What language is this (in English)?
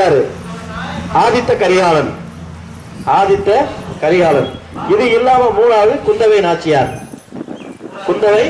Tamil